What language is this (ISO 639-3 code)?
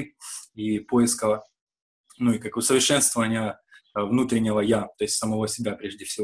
rus